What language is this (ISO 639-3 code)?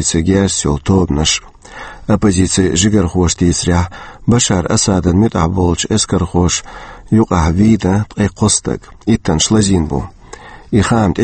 che